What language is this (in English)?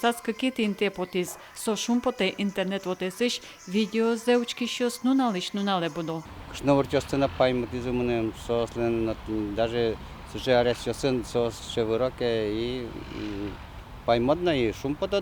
Udmurt